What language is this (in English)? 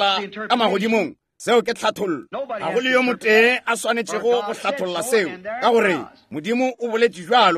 Northern Sotho